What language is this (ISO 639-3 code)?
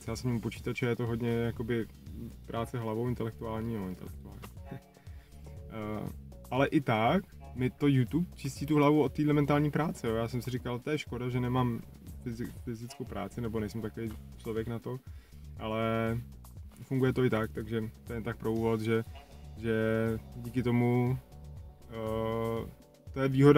ces